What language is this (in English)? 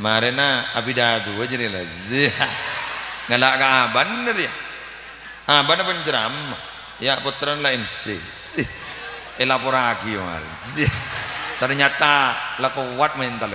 Madurese